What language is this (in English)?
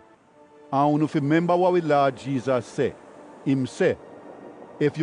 Jamaican Creole English